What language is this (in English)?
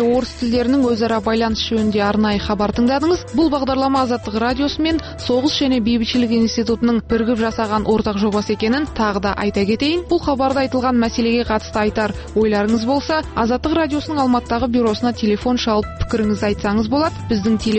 Kazakh